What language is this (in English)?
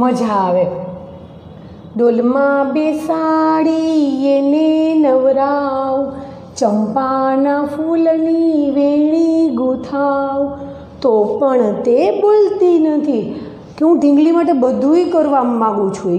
Gujarati